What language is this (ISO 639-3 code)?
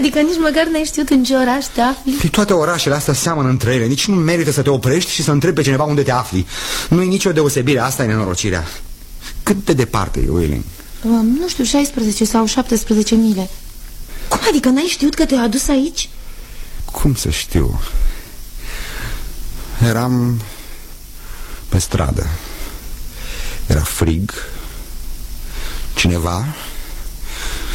ron